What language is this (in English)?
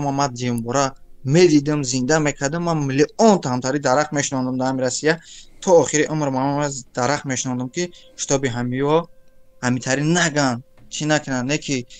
Tajik